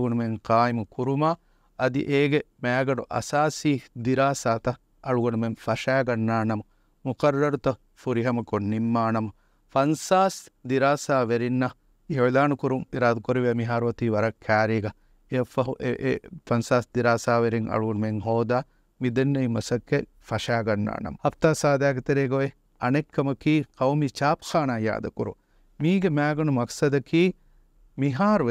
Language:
Divehi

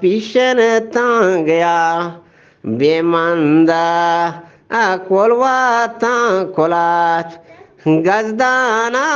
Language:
Eastern Balochi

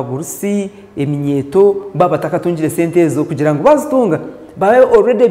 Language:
Nyankole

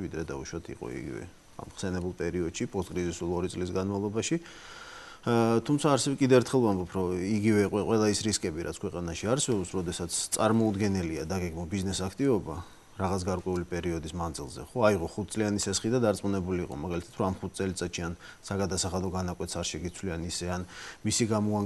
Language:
Georgian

